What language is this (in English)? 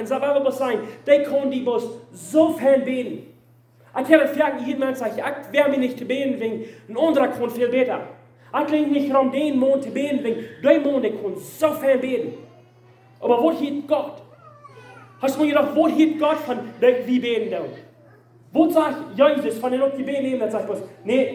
Plautdietsch